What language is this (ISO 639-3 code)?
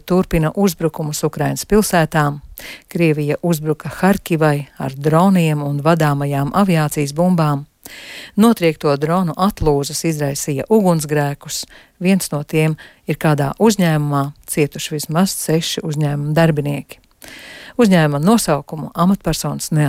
lav